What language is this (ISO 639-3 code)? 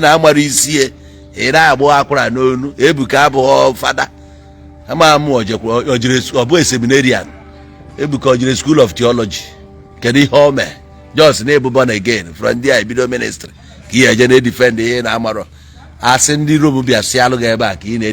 ibo